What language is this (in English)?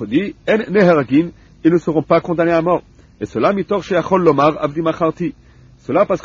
French